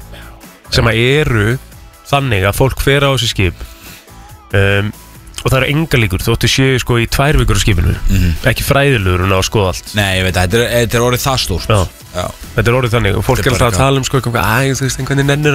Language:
Icelandic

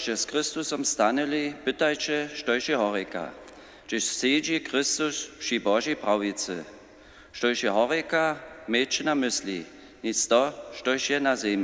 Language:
Upper Sorbian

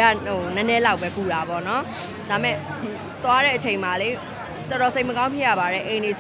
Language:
Burmese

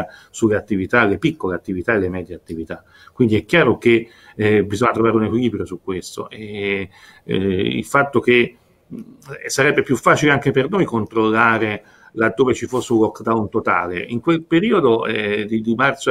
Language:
Italian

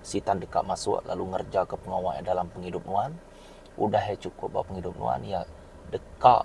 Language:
Iban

